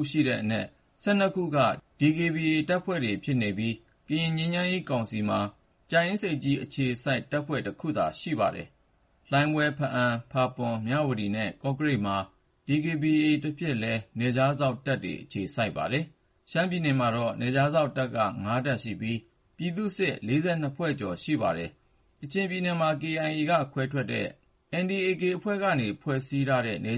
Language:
Burmese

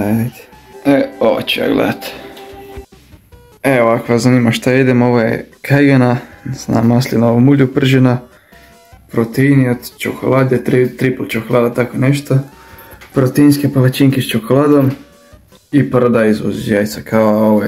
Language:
Croatian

